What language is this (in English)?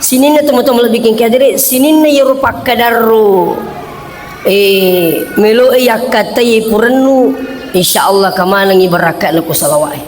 Buginese